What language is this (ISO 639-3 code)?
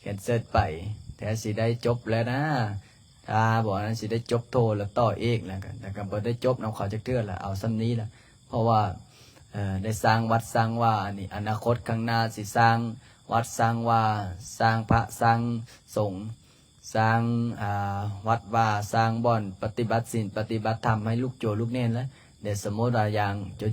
lao